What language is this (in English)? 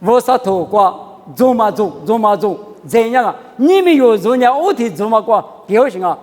Lisu